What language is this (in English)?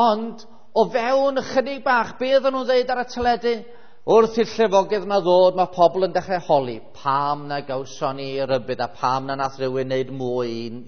Welsh